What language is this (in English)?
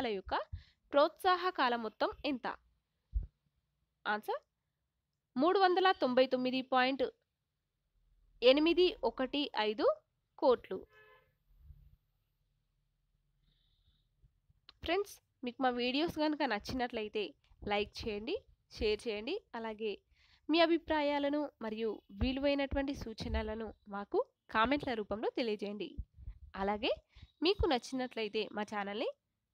Telugu